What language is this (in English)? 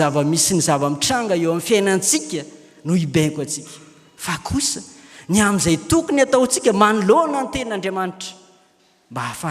Malagasy